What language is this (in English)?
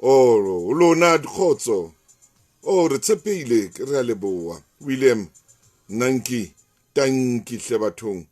Southern Sotho